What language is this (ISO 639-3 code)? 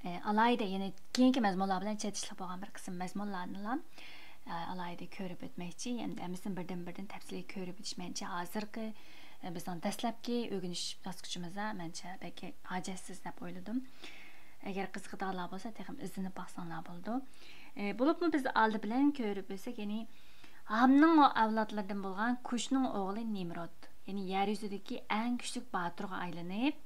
uig